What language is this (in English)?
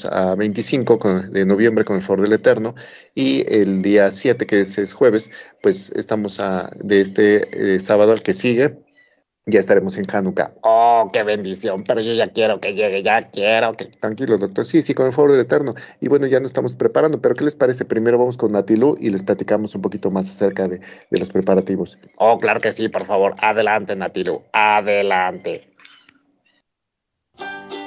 Spanish